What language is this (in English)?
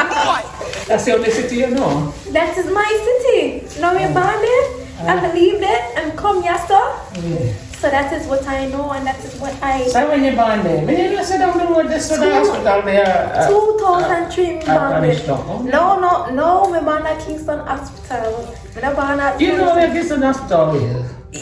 Jamaican Creole English